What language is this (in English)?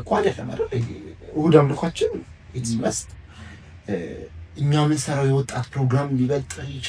Amharic